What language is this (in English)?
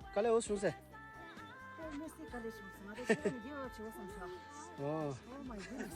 Tibetan